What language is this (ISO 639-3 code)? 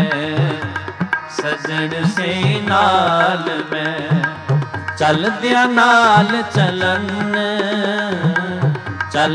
pan